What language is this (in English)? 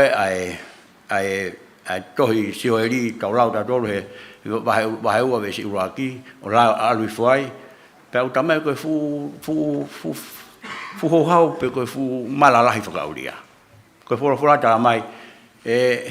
Tongan